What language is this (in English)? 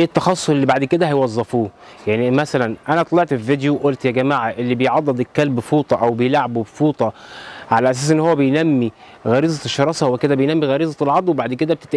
Egyptian Arabic